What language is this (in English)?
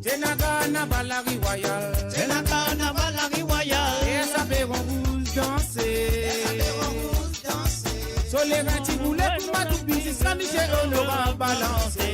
Morisyen